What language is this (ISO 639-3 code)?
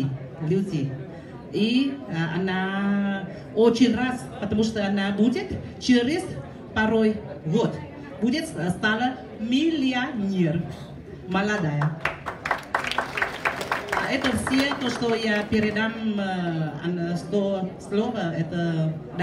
vie